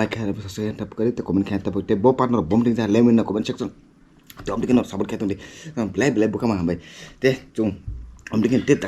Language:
Kok Borok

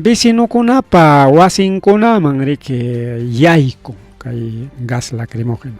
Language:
Ayacucho Quechua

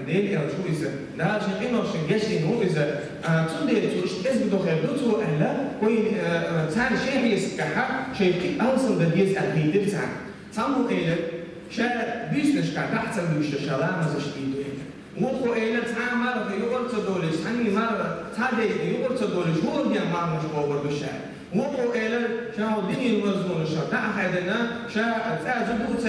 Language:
Chechen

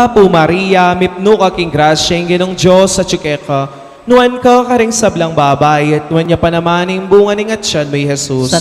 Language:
Pampanga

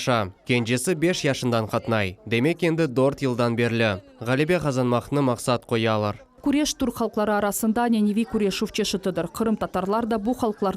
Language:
Crimean Tatar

